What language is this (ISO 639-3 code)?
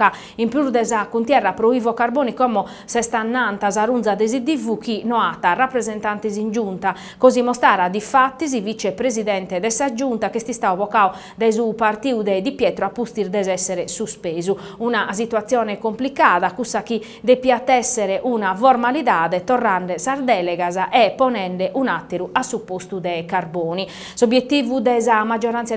srd